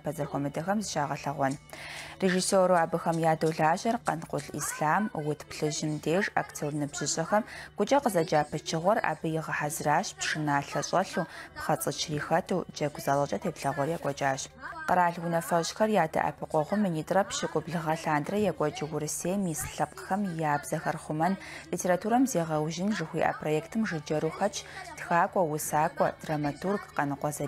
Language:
Kabardian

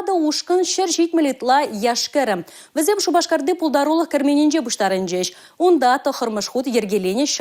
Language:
Chuvash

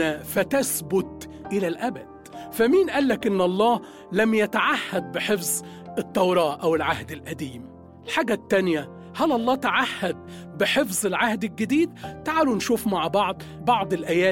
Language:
Egyptian Arabic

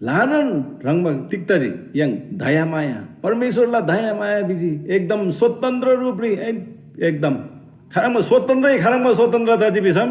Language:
Eastern Tamang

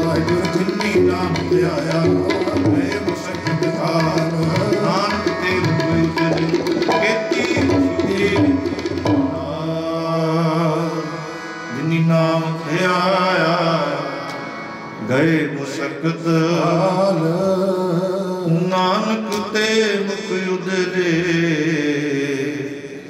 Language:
Punjabi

